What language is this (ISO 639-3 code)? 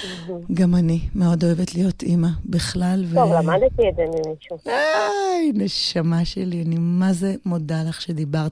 heb